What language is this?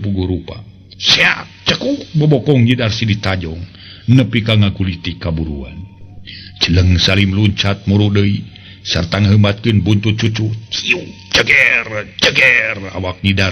Sundanese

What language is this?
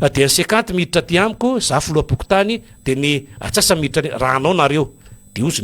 Malagasy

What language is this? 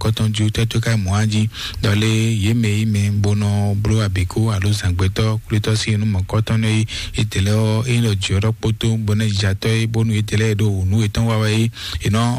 Fon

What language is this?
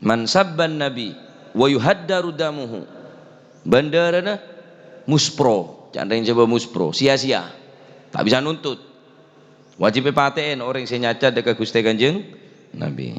Madurese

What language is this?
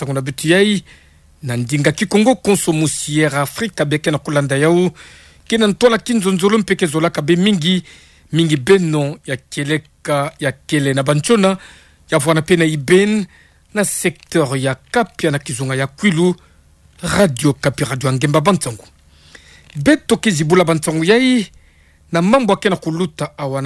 Kituba (Democratic Republic of Congo)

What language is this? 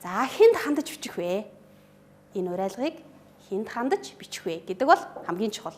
Mongolian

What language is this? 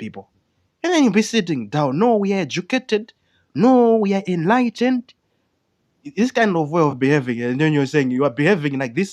Nyanja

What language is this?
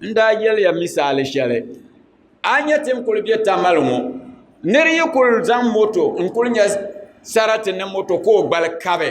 Dagbani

